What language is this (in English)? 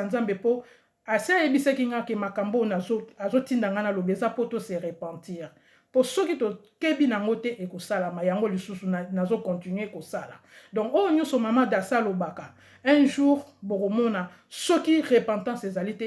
Lingala